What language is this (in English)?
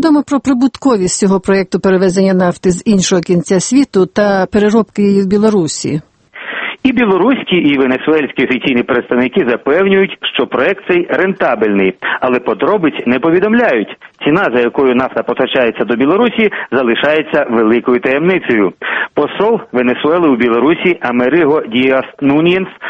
Ukrainian